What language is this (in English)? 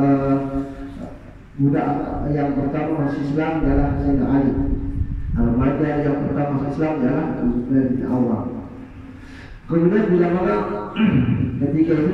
Malay